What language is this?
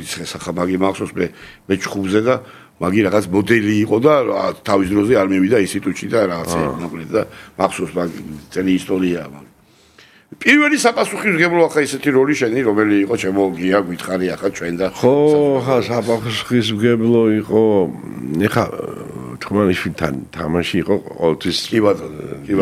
Georgian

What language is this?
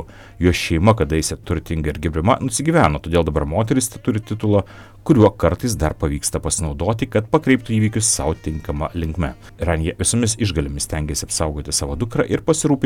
Lithuanian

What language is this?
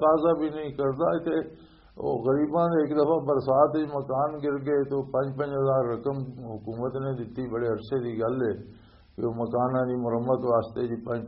Western Panjabi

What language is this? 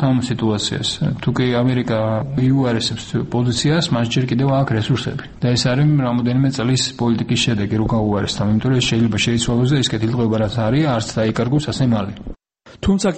Georgian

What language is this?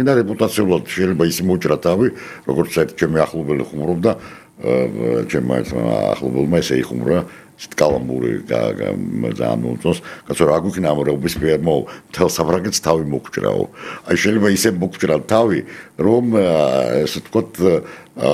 Georgian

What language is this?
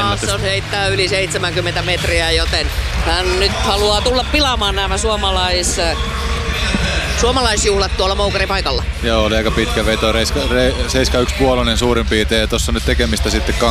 Finnish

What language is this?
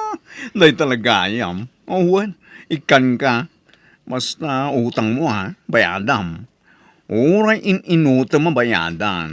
Iloko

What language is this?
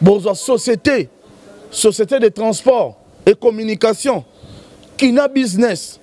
Lingala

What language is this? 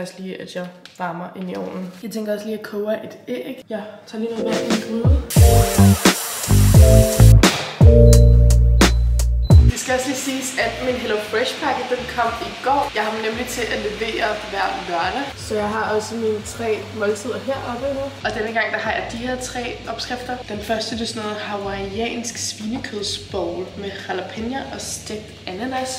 Danish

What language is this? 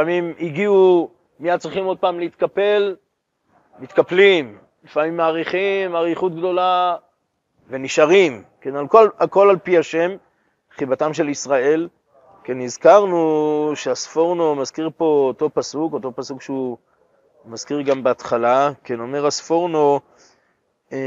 Hebrew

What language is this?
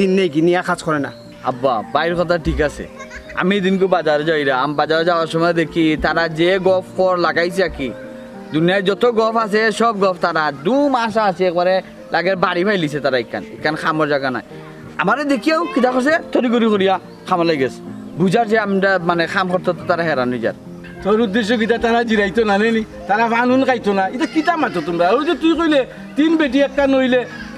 Sylheti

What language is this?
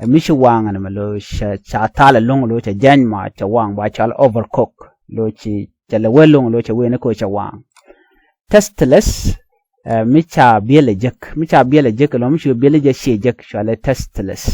Nuer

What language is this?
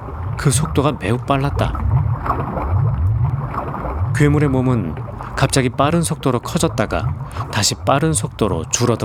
Korean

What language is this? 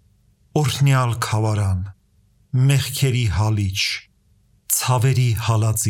Armenian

